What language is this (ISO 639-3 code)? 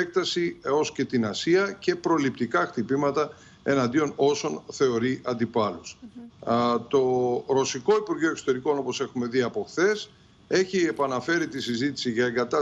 ell